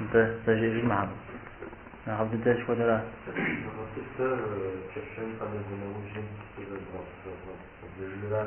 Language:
Kabardian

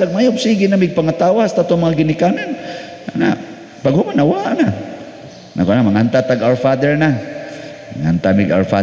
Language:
Cebuano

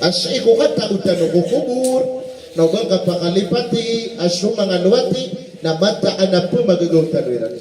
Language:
Maranao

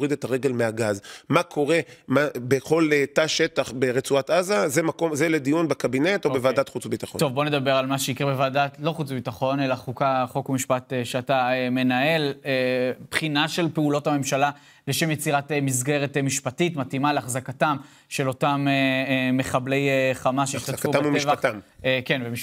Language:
Hebrew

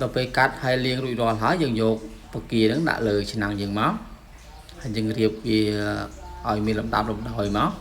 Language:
Khmer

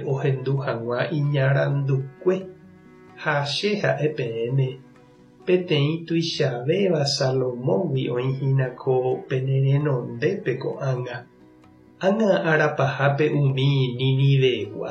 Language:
Guarani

